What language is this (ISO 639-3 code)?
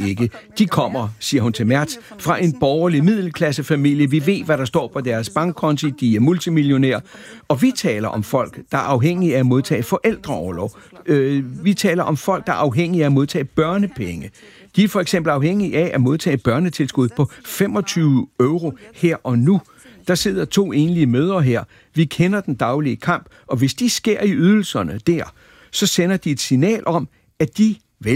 dan